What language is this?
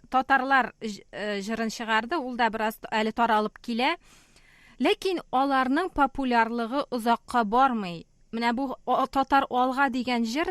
Tatar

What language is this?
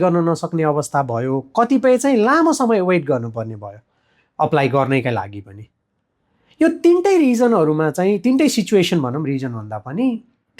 Nepali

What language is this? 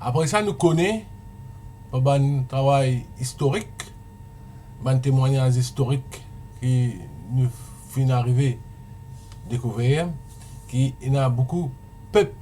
Morisyen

